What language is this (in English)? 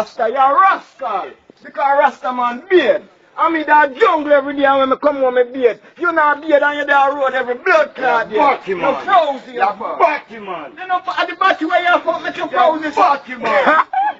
Jamaican Creole English